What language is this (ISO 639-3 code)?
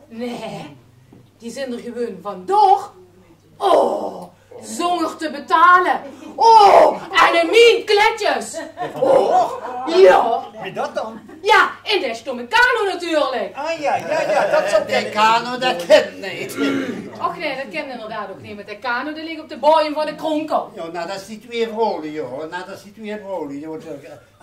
lim